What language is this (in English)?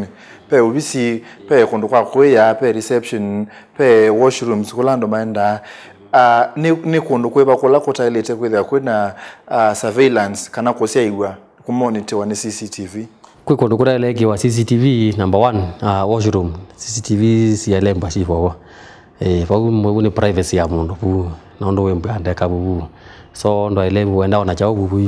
Kamba